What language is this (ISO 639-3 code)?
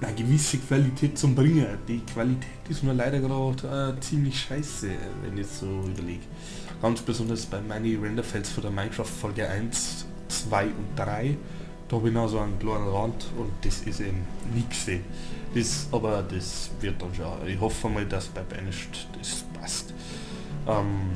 bar